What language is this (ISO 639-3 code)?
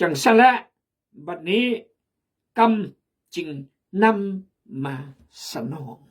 kjg